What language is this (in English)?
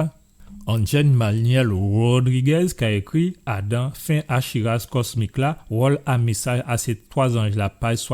Guadeloupean Creole French